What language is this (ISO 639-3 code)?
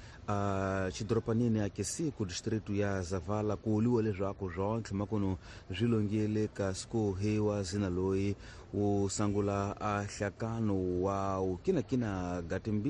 tso